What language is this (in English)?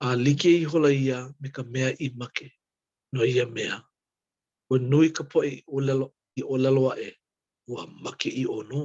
Hawaiian